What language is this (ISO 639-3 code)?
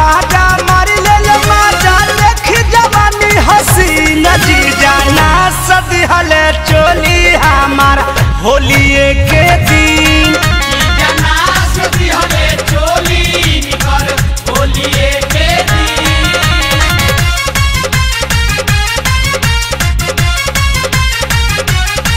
bho